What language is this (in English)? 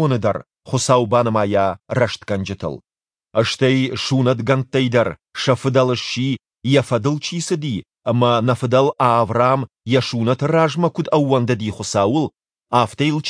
Ossetic